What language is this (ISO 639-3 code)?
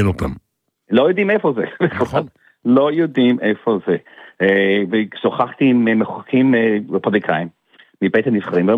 heb